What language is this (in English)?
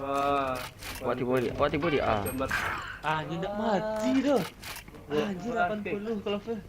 Minangkabau